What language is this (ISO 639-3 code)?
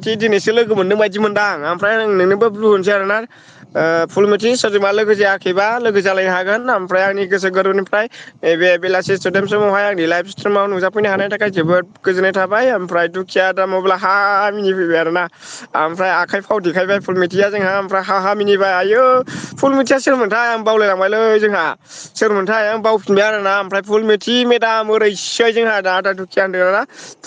brx